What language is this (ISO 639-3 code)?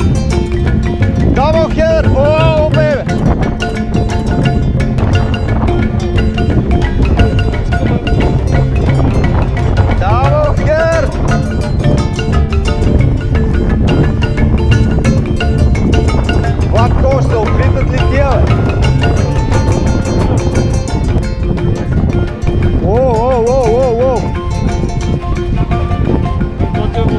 bul